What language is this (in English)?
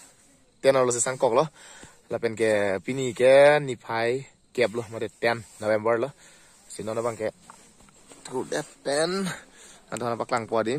Karbi